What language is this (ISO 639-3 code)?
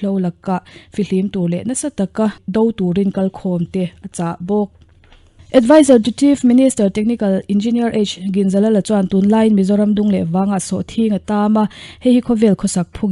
lus